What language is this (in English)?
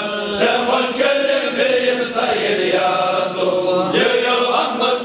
Kumyk